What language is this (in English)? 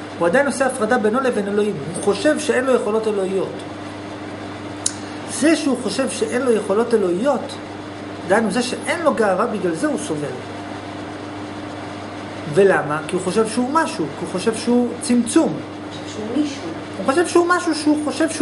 Hebrew